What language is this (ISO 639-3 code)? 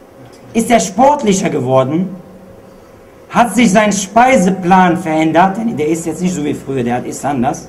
deu